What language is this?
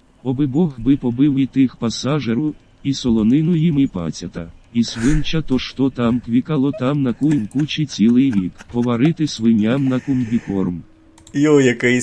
Rusyn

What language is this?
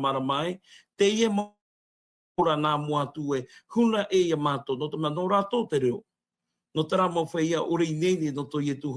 Tahitian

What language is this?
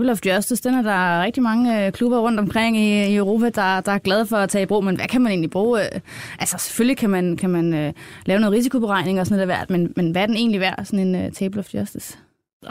Danish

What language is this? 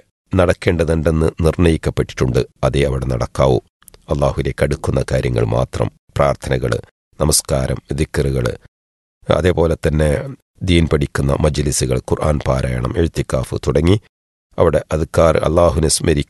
Malayalam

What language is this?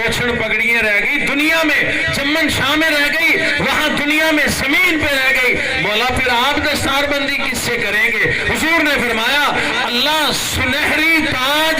Saraiki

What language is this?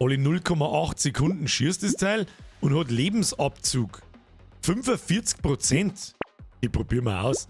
Bavarian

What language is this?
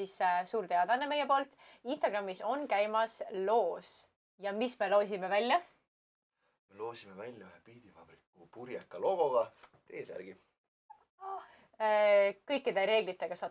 Estonian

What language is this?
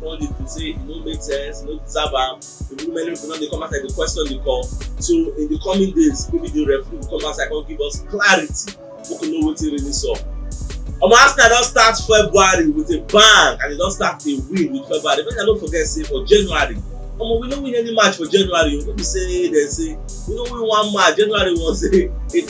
Nigerian Pidgin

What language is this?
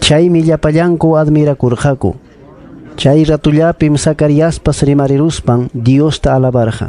Ayacucho Quechua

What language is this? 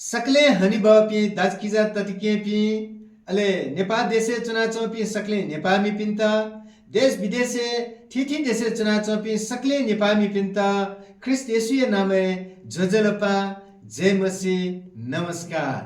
Newari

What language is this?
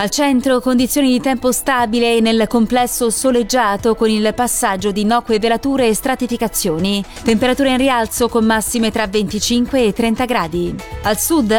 Italian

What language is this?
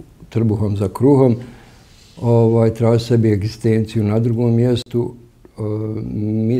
Bosnian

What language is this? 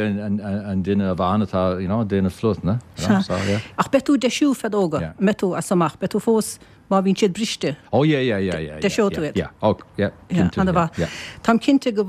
Irish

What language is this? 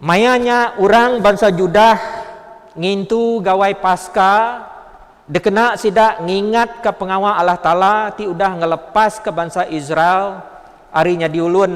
Iban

